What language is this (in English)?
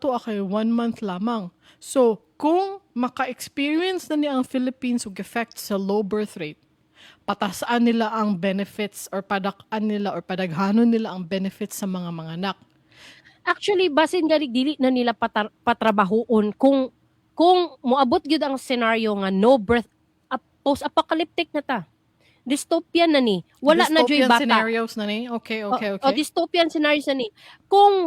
Cebuano